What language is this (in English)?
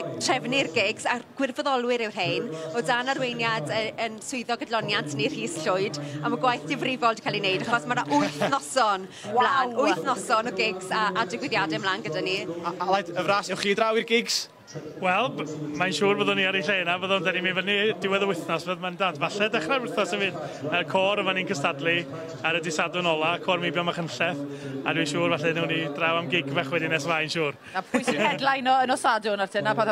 Welsh